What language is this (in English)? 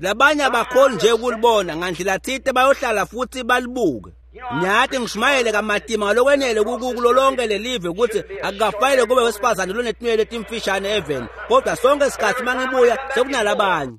Swati